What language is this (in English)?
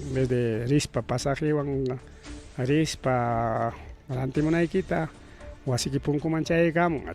Ayacucho Quechua